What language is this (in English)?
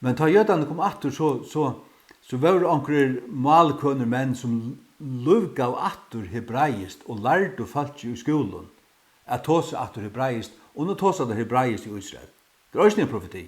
Faroese